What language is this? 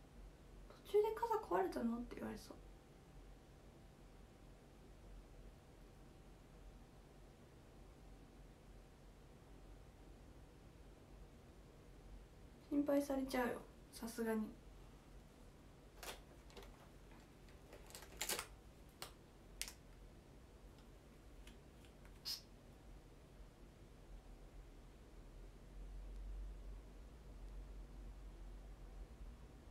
Japanese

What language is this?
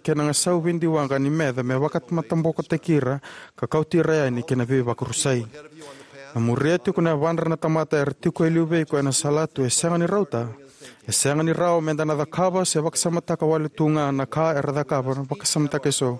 Fijian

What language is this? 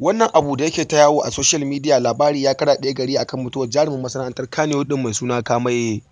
Hausa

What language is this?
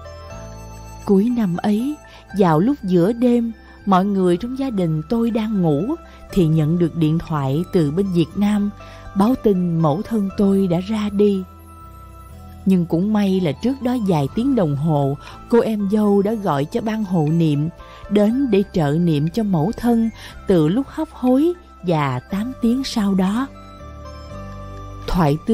Vietnamese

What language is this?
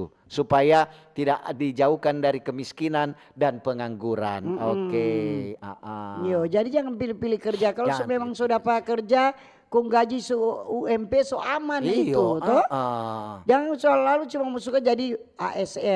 Manado Malay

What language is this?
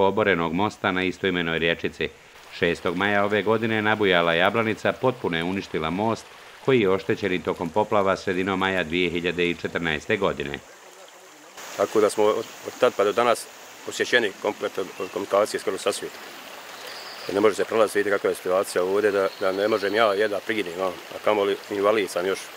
Bosnian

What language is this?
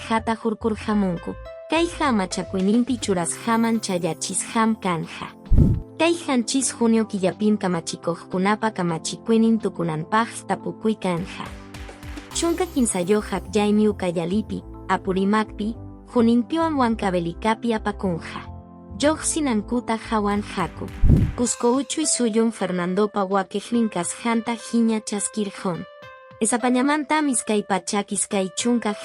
Quechua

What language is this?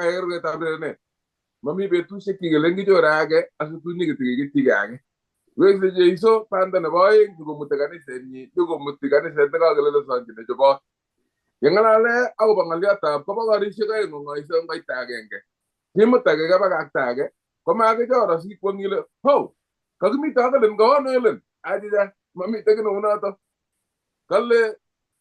Kalenjin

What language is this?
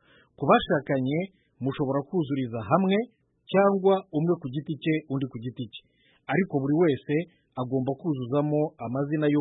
Kinyarwanda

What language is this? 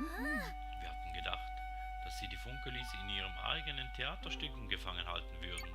Swiss German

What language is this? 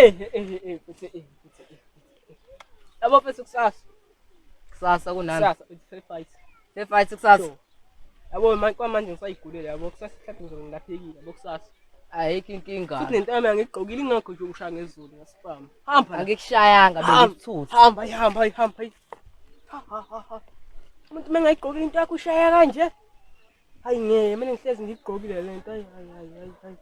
Zulu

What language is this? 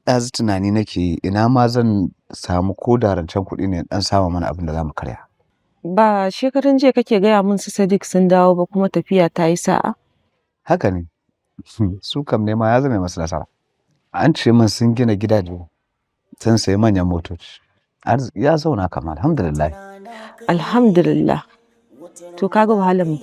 Hausa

